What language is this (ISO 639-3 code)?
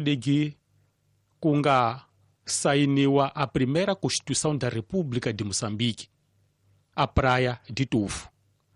tso